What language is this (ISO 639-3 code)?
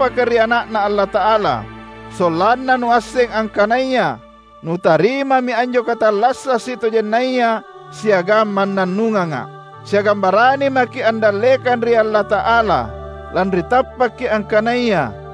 mak